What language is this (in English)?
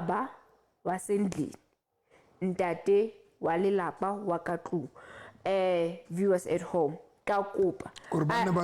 Southern Sotho